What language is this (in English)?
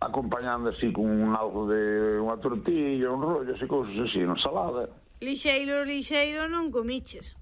Galician